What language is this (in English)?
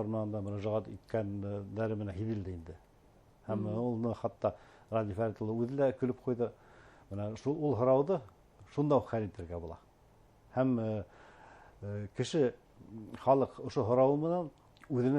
Bashkir